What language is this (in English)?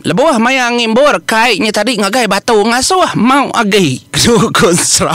Iban